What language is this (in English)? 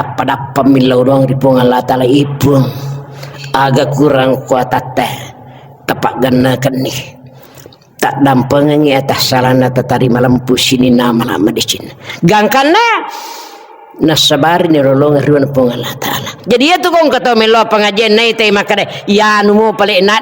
Buginese